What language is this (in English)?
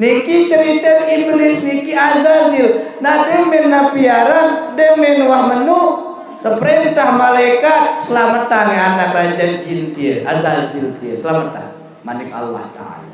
Sasak